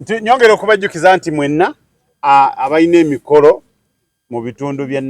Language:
Ganda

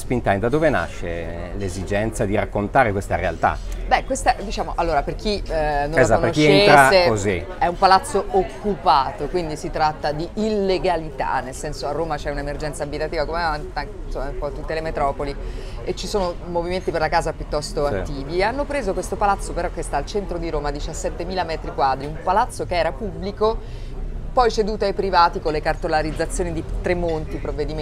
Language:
Italian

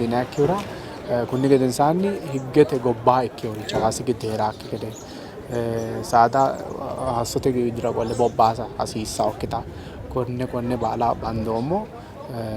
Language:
Sidamo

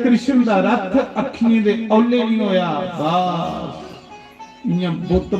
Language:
Dogri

